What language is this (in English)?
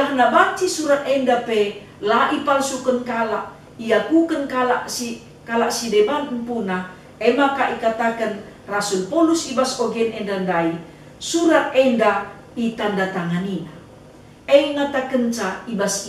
Batak Karo